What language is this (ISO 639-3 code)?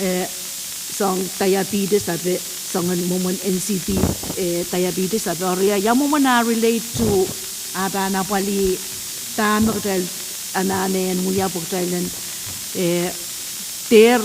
pon